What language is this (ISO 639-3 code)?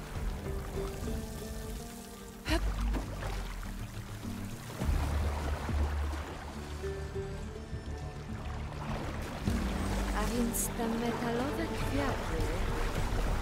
pol